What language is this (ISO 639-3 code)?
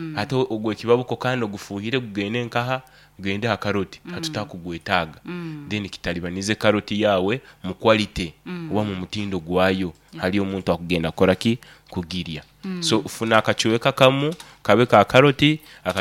nyo